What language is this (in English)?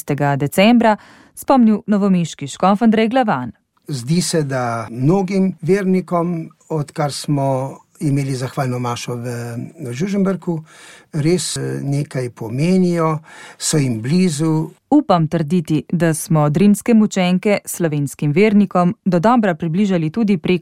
Slovenian